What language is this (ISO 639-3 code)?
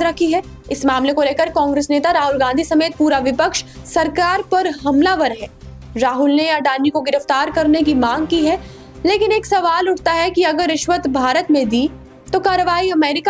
hin